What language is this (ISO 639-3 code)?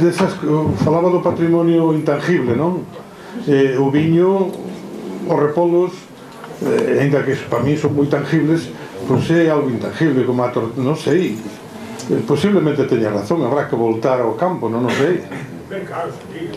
glg